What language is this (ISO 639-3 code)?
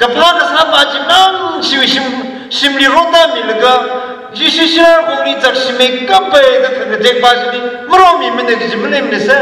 nmf